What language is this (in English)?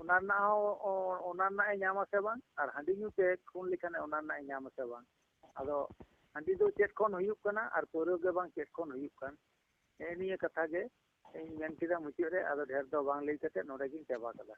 Santali